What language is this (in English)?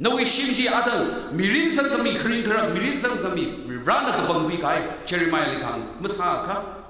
Tangkhul Naga (India)